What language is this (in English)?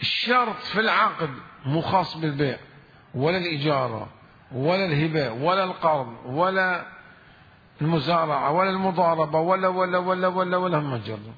Mesopotamian Arabic